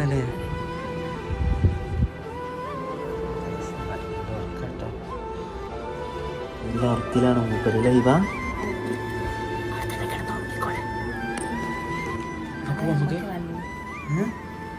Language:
Malayalam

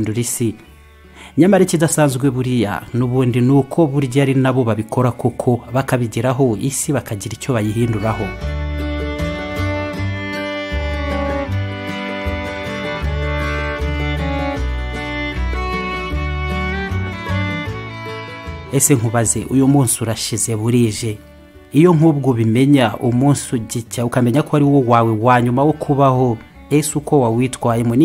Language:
Kinyarwanda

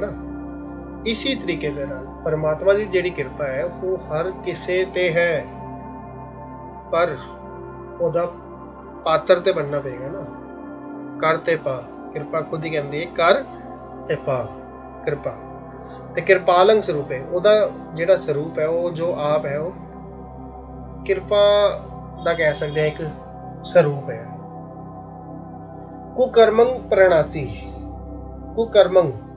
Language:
Punjabi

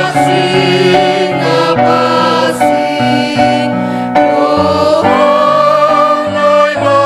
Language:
Batak Simalungun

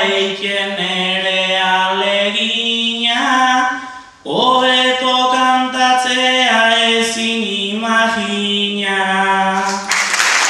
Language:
Basque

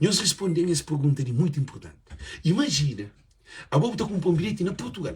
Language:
Kabuverdianu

